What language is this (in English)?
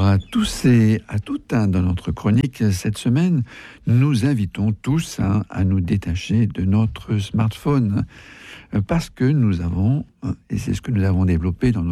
French